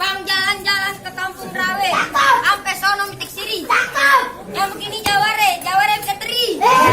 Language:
Betawi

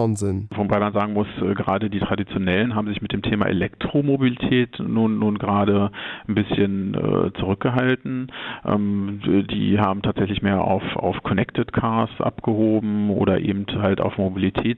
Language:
Luxembourgish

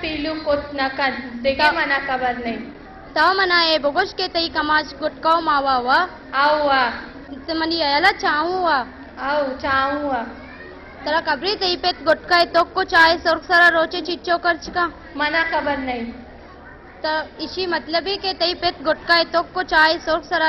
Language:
Baluchi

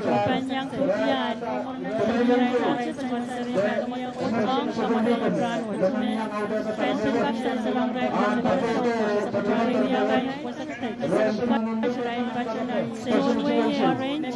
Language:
Pohnpeian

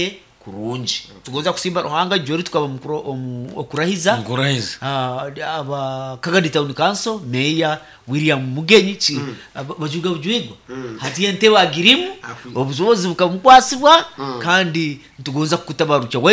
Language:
Nyoro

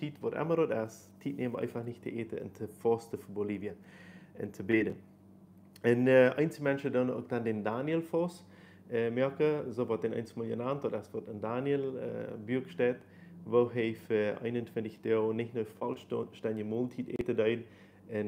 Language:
Plautdietsch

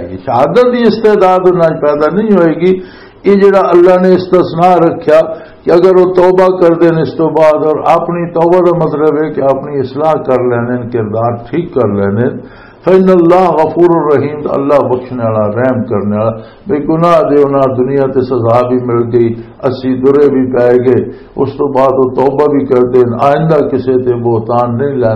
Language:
Western Panjabi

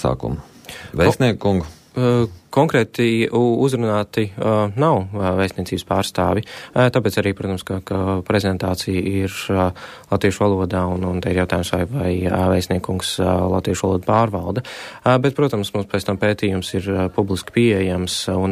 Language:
Latvian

